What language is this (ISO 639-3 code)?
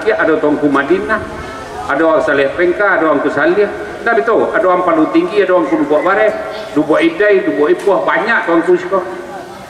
min